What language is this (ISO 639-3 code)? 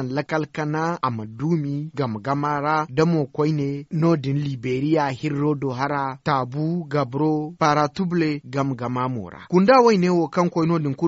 dje